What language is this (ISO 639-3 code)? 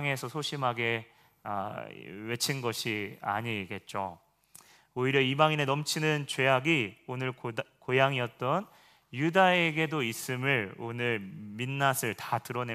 kor